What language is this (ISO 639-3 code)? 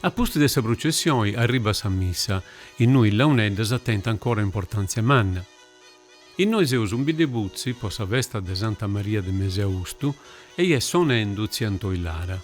srd